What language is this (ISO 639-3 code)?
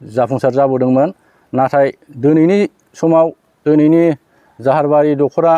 brx